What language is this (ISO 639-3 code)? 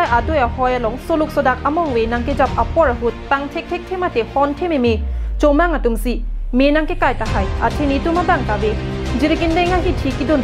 mjw